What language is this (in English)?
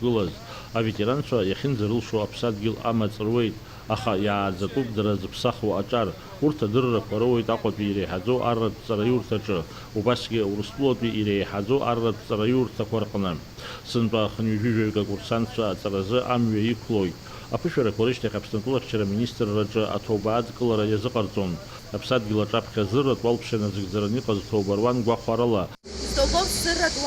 Abkhazian